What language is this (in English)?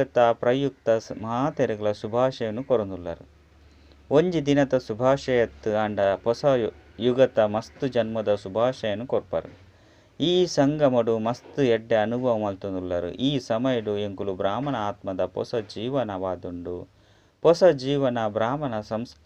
Tulu